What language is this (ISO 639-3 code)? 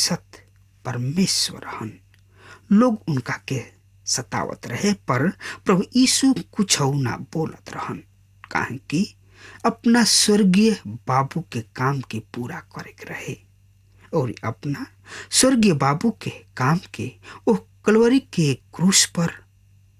bho